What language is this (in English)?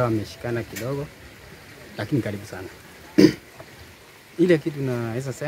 Swahili